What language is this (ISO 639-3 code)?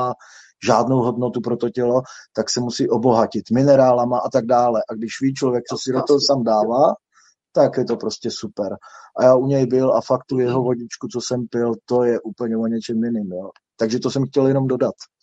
ces